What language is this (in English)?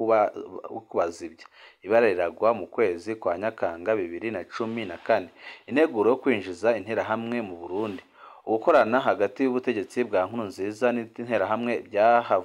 Rundi